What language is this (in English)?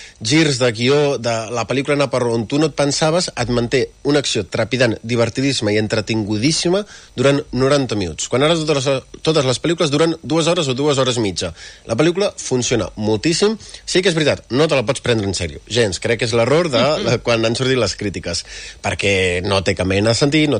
Catalan